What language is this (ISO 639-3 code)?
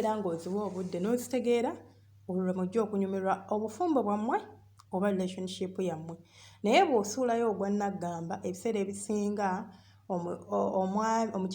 lug